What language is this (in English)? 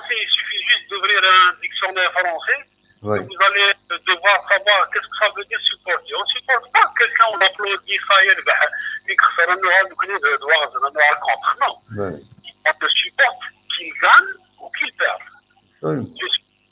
Kabyle